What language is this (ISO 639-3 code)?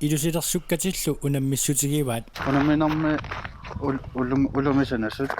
kal